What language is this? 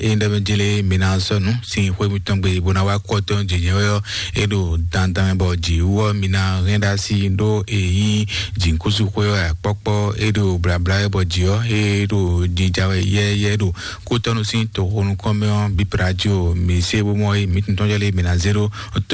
Fon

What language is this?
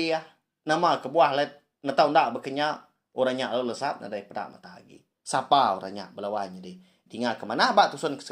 Iban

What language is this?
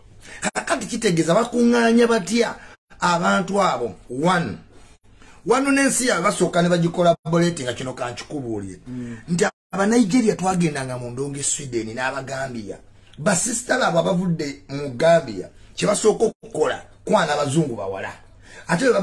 Ganda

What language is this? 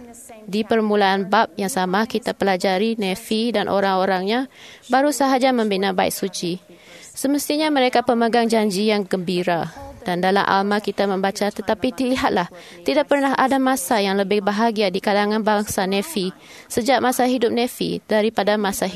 Malay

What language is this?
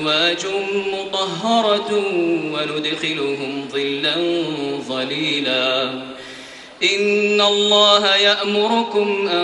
Arabic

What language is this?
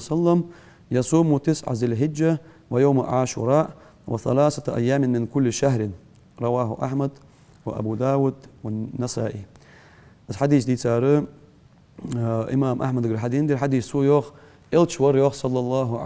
Ingush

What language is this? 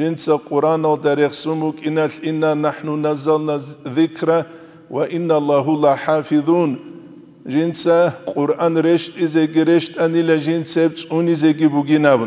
Avaric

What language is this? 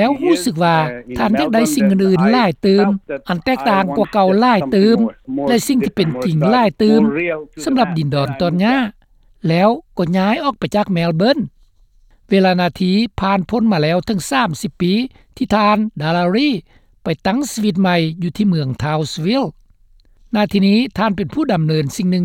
Lao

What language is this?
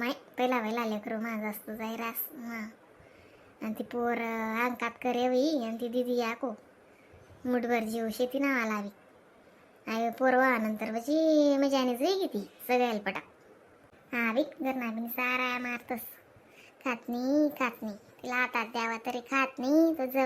Khandesi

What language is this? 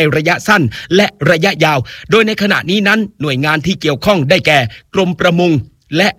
Thai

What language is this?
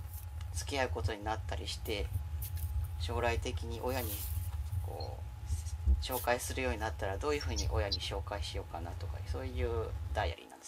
Japanese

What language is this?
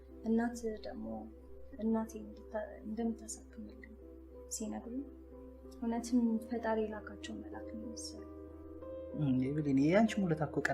Amharic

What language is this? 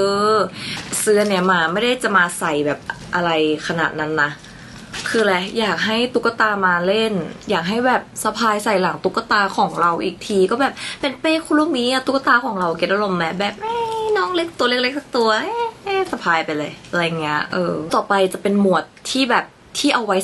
Thai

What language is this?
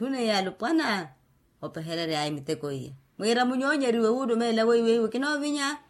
Makhuwa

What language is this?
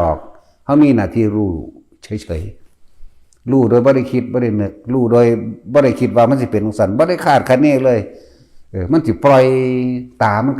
Northeastern Thai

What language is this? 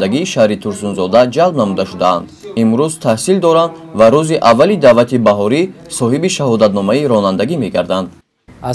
Tajik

